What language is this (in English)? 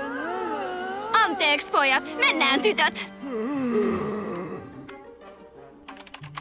Finnish